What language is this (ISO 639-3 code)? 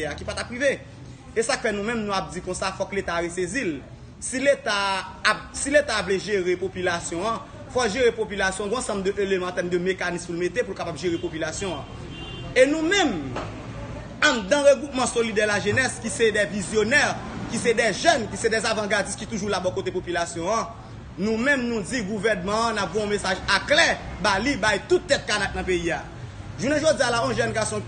hat